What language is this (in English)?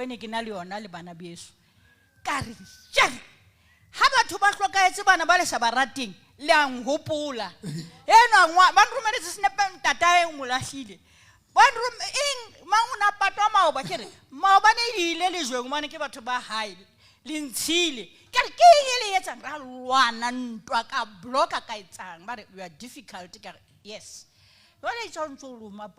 Southern Sotho